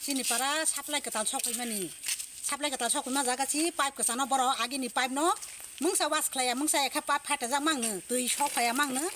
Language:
Kok Borok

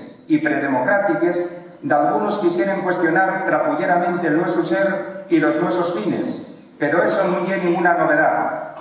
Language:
Asturian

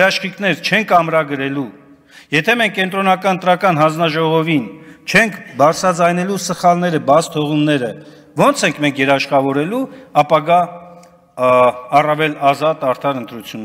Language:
Armenian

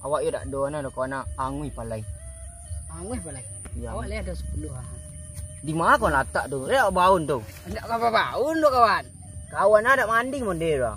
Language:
Minangkabau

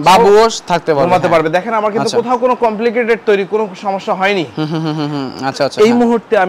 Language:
Bangla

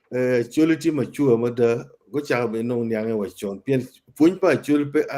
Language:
Acoli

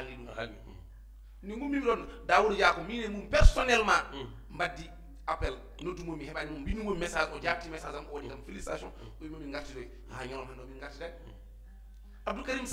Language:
Fula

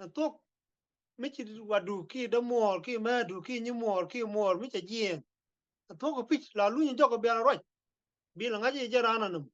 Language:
Nuer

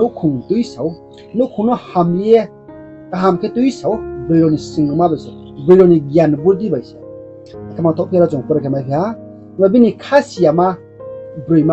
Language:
Riang (India)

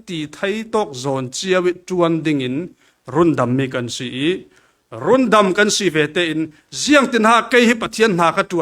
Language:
Falam Chin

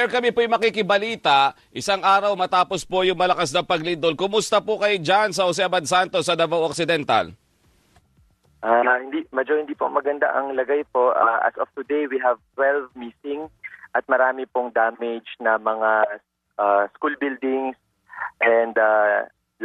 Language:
Filipino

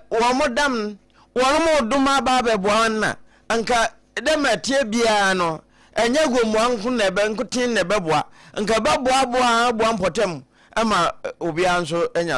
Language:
Akan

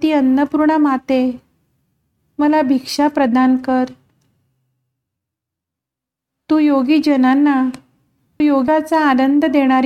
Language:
Marathi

